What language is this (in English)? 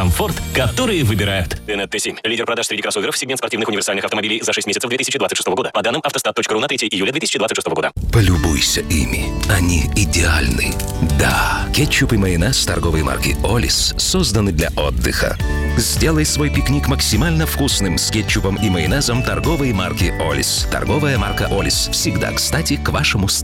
Russian